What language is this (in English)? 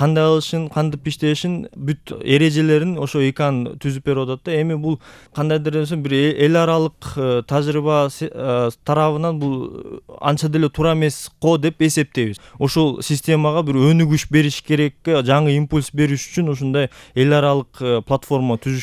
Kyrgyz